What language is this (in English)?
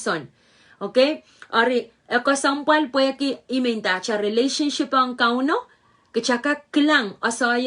Pohnpeian